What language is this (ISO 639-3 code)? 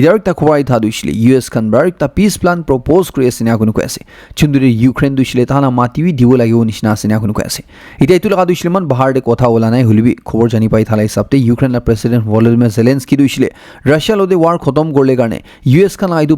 nag